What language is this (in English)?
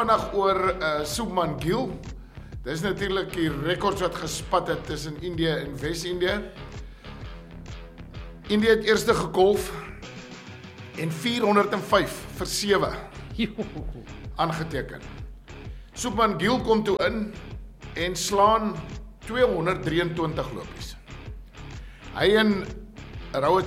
Afrikaans